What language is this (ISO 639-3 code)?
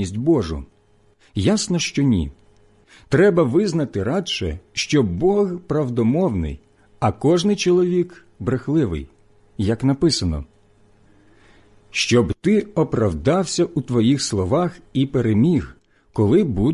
ukr